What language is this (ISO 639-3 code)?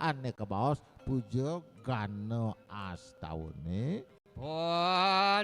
ban